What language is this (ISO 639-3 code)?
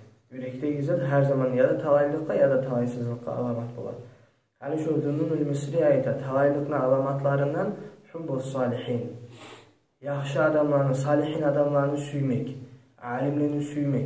kum